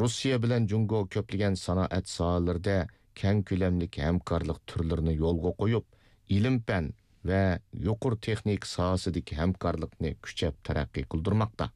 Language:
Uyghur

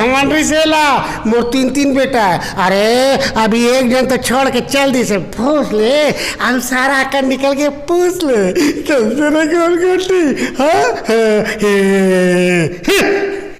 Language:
Chhattisgarhi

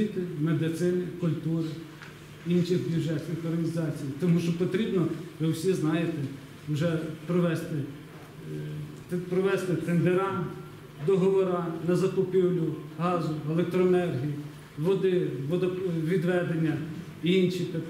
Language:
Ukrainian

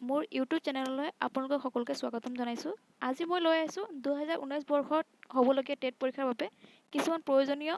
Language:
Assamese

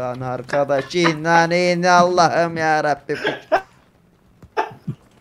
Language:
Turkish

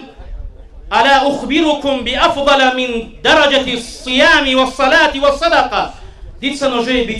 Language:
Avaric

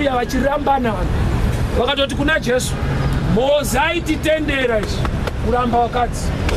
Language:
Shona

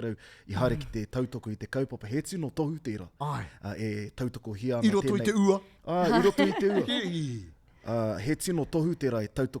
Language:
Māori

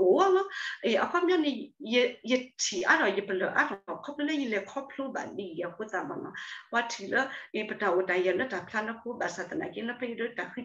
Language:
S'gaw Karen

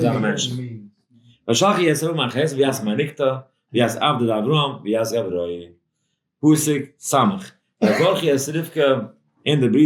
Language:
Yiddish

